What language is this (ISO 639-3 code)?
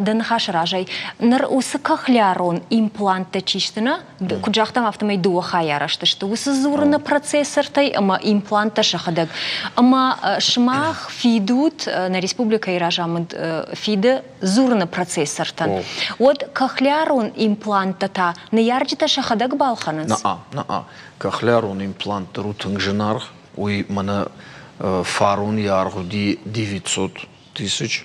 oss